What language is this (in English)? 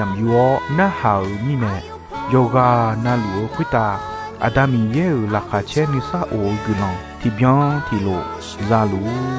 Akha